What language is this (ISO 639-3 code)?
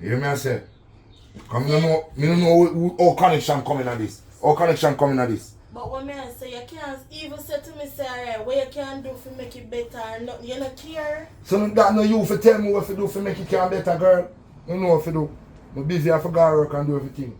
jam